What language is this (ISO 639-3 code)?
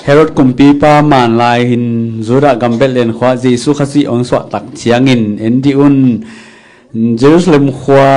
ctd